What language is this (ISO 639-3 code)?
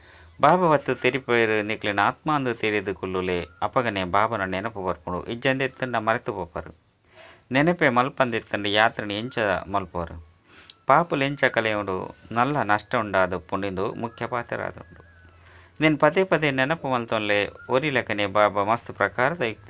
tcy